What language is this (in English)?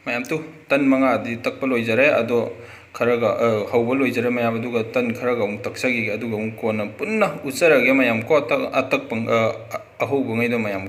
Manipuri